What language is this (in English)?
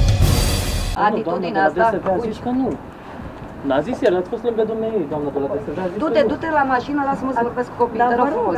Romanian